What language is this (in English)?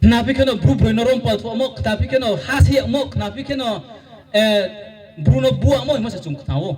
Riang (India)